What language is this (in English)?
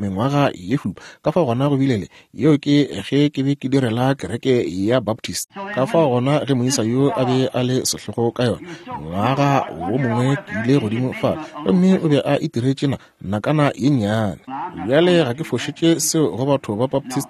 Northern Sotho